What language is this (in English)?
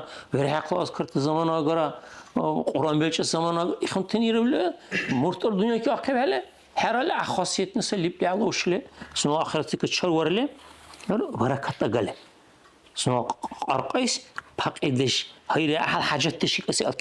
Dargwa